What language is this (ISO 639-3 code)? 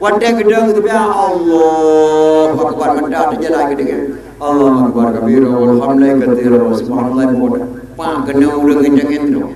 ace